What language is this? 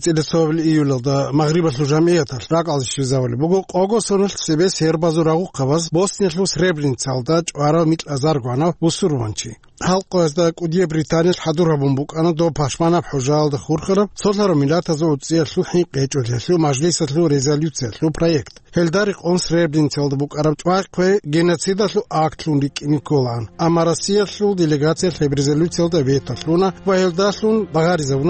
Avaric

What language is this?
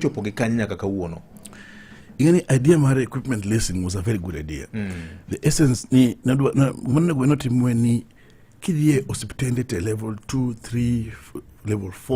Luo (Kenya and Tanzania)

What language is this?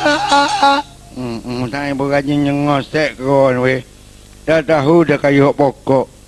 Malay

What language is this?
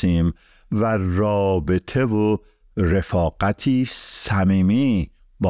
Persian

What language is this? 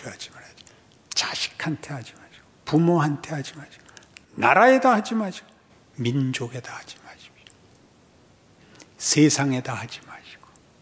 Korean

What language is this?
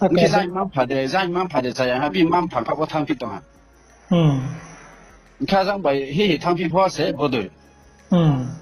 Riang (India)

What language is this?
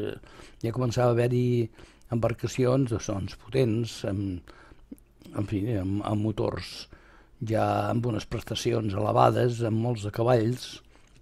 Catalan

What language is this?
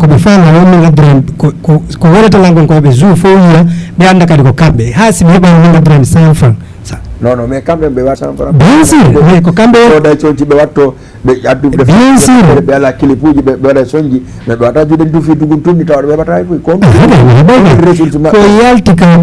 Fula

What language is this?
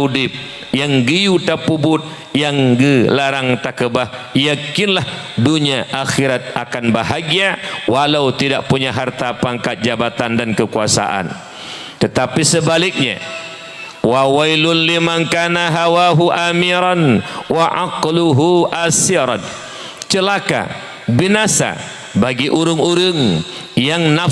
Achinese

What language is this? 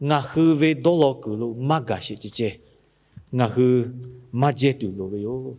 Lahu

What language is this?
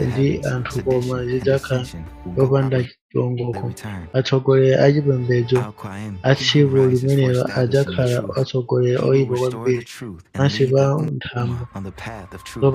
Nyanja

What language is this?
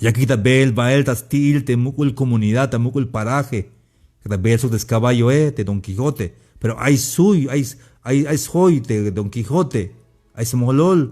Tzeltal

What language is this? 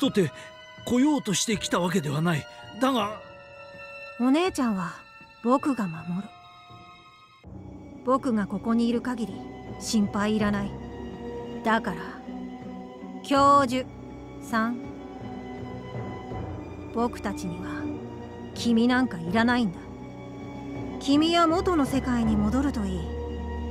Japanese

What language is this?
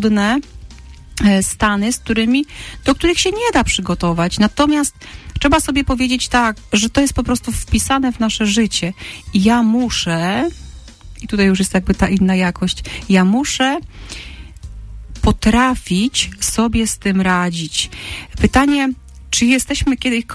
Polish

